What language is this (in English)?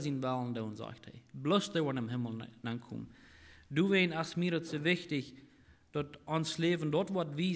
Plautdietsch